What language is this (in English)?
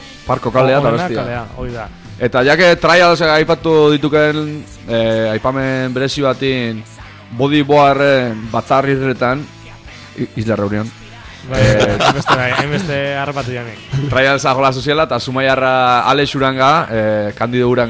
Basque